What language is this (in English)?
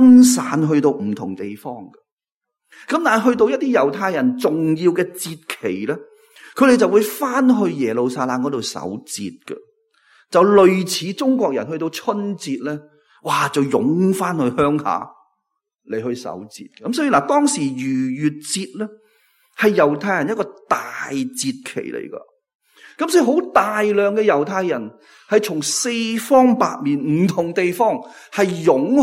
Cantonese